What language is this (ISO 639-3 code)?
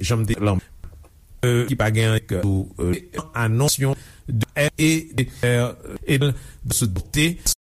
hat